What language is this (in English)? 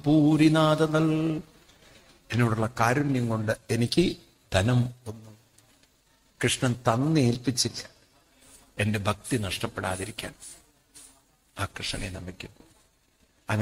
Malayalam